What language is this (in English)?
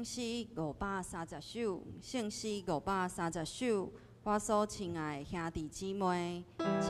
Min Nan Chinese